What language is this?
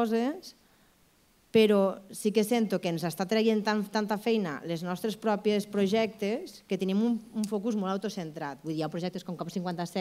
Catalan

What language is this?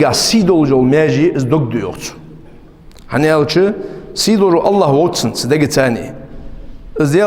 Ingush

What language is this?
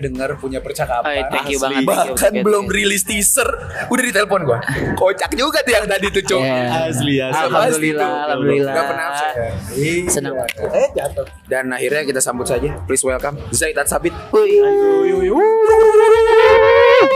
Indonesian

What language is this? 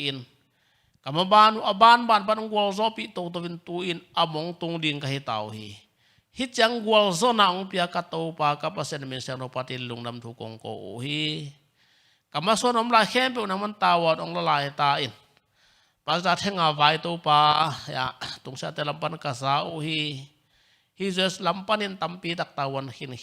Tedim Chin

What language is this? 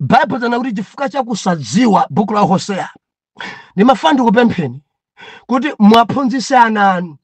Nyanja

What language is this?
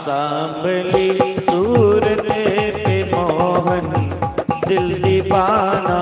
Dogri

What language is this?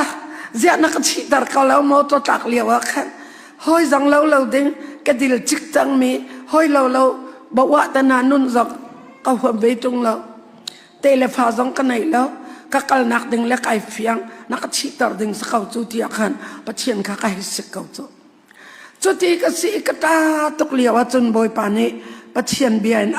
Hakha Chin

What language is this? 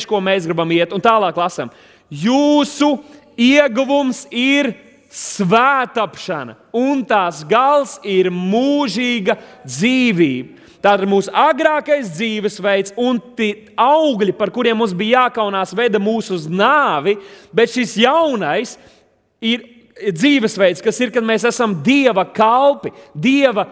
Latvian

